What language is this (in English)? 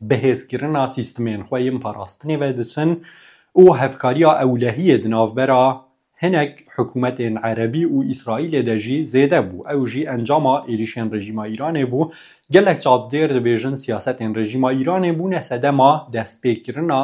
Kurdish